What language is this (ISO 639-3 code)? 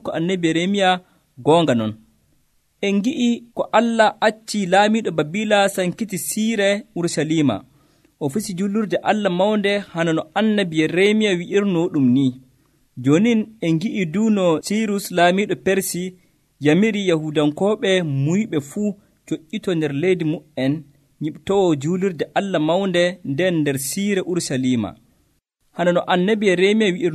fuv